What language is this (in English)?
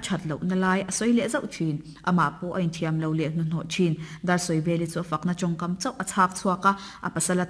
Mizo